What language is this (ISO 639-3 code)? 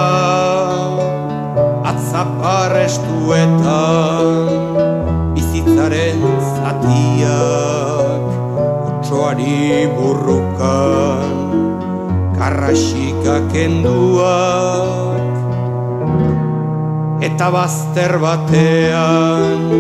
eus